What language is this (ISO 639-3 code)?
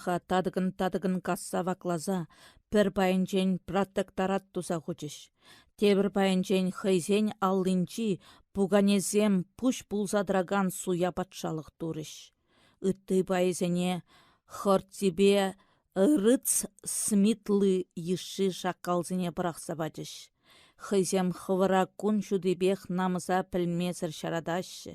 chv